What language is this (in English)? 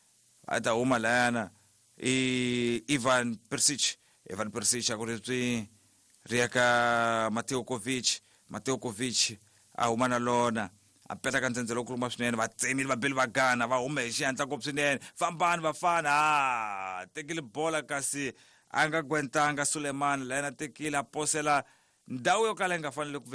Tsonga